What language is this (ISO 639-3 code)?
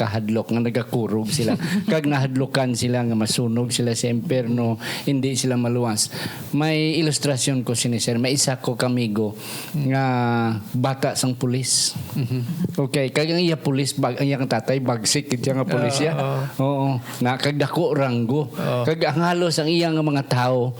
hil